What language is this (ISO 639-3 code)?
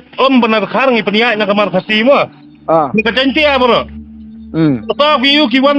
kha